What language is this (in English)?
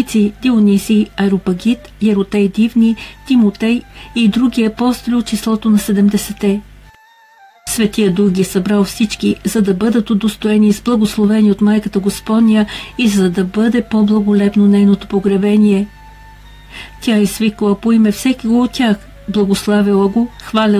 Bulgarian